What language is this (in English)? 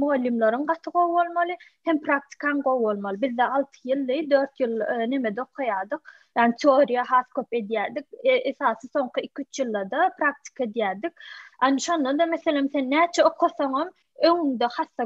Turkmen